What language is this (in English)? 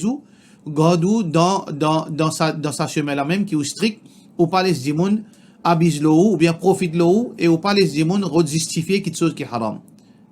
Morisyen